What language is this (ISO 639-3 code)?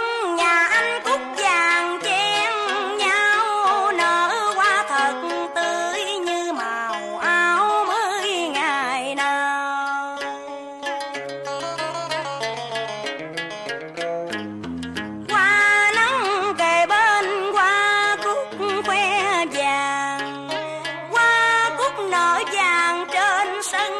vie